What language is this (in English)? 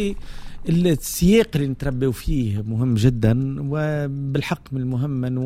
Tunisian Arabic